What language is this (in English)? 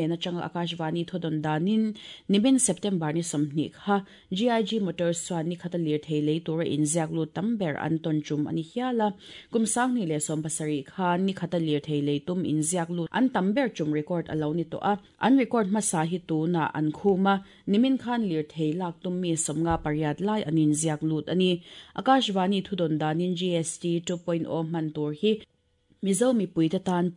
Mizo